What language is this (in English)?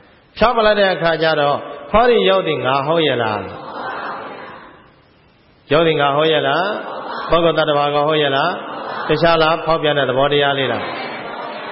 Burmese